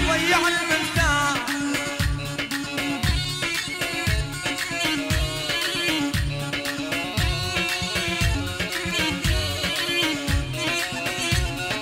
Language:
Arabic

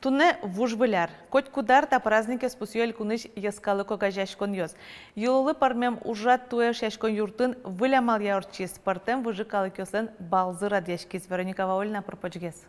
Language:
Udmurt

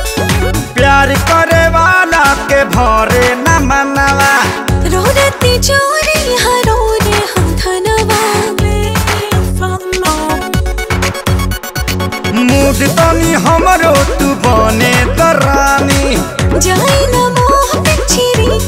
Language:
Bhojpuri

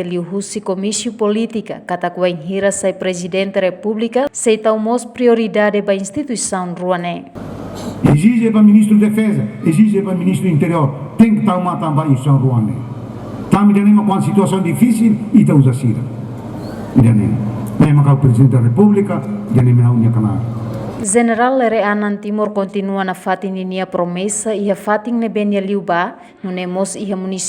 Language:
Tetum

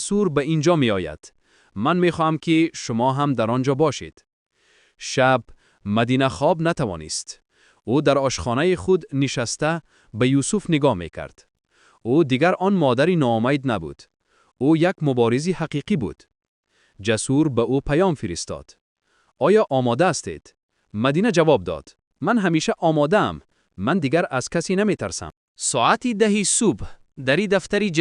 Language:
Tajik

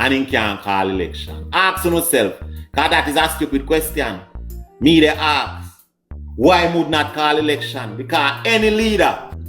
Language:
Jamaican Creole English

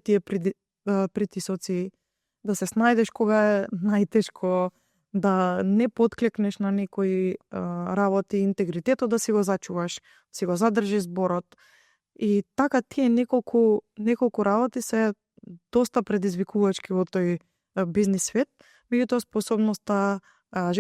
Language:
Macedonian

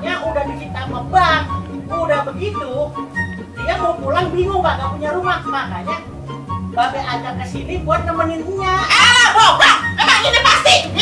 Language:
Betawi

